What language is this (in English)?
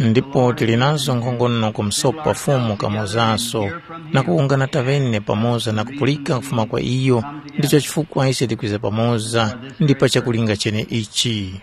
Tumbuka